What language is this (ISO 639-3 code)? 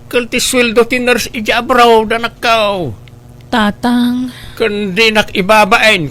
ilo